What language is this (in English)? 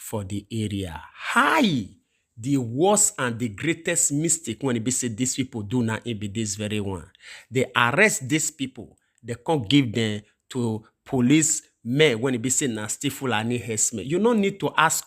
Nigerian Pidgin